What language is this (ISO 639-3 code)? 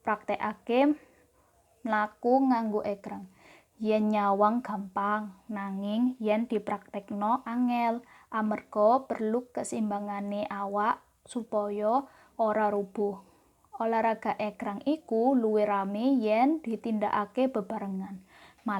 jav